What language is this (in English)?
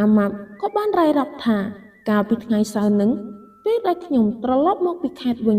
Khmer